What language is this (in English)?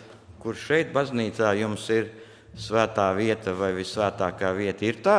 Latvian